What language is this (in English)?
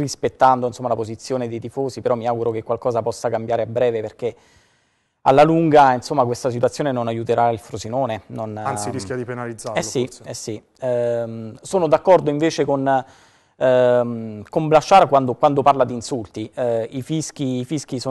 Italian